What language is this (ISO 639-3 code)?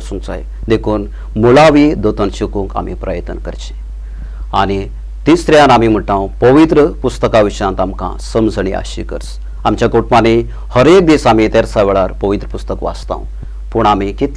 kok